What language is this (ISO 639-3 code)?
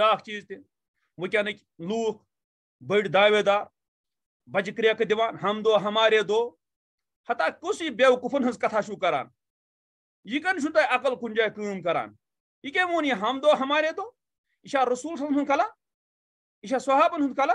kas